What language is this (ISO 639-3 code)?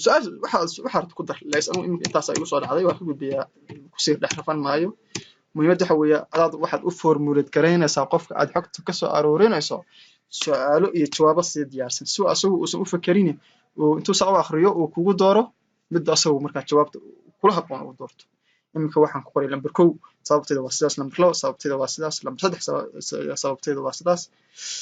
som